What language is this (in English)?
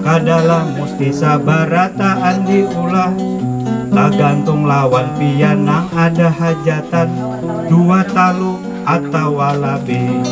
Banjar